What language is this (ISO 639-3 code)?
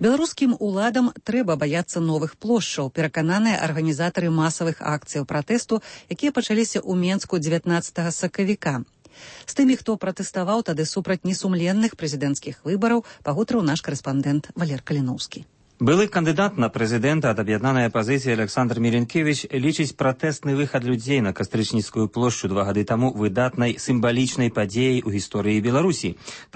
bel